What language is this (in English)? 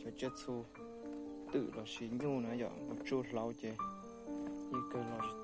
Hmong